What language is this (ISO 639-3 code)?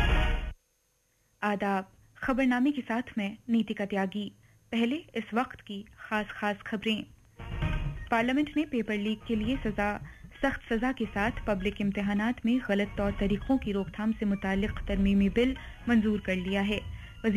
urd